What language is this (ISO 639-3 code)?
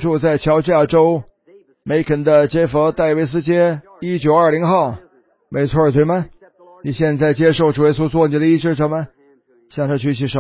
zho